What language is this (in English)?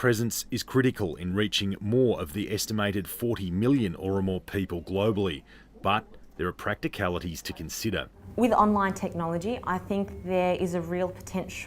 English